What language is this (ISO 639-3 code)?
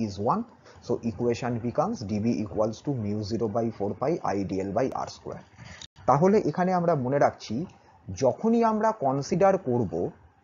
ben